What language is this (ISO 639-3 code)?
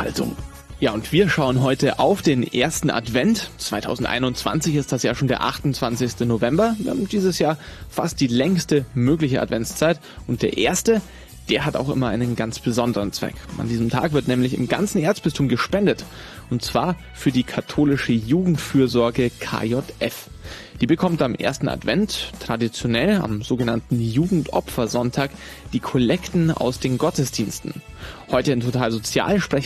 deu